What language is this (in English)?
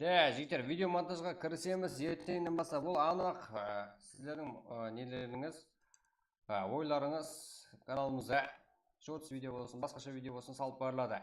Kara-Kalpak